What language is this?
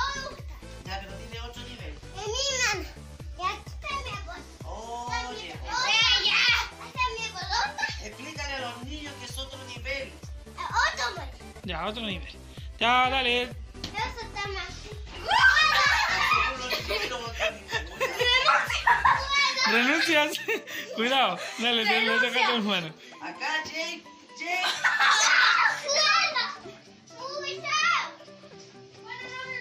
Spanish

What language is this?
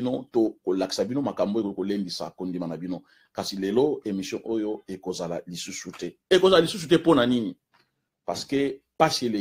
Lingala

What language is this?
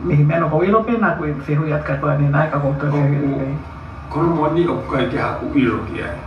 Tongan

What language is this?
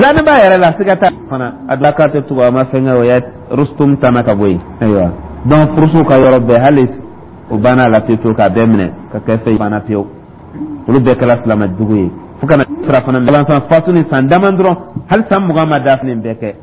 Dyula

